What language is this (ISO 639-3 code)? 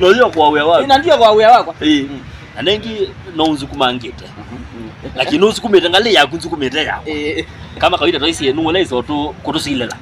kam